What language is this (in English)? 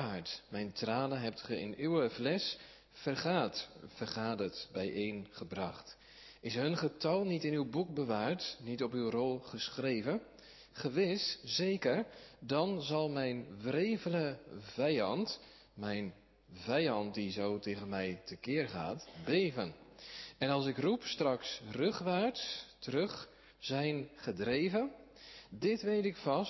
Dutch